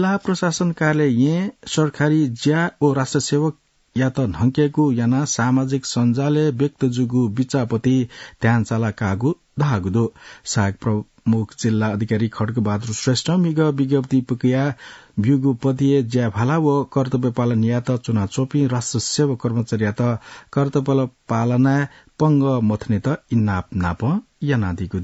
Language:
Newari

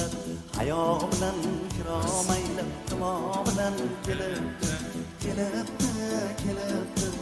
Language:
Kara-Kalpak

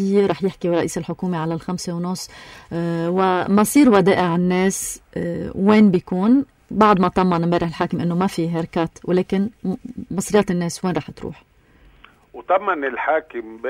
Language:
North Levantine Arabic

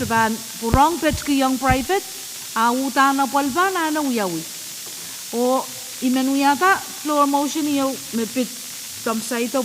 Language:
Pohnpeian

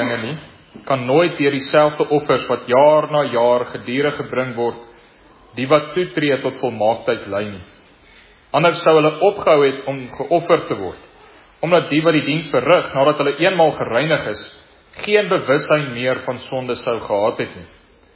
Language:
Afrikaans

